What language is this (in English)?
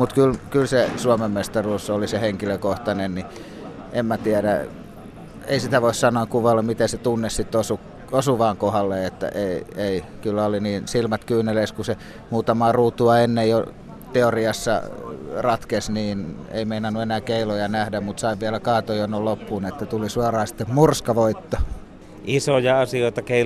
Finnish